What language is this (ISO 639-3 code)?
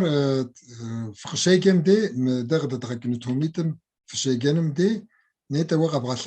kbd